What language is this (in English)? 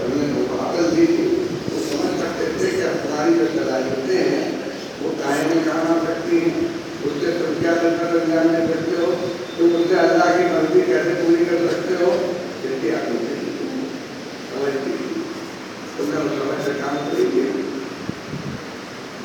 Urdu